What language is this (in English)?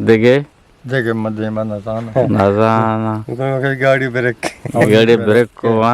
Eastern Balochi